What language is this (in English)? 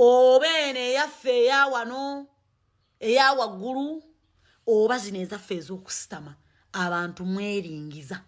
Ganda